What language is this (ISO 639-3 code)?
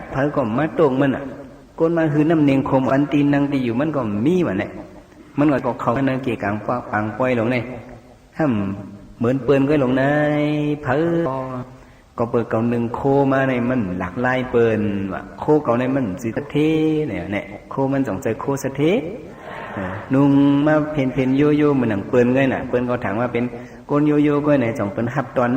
shn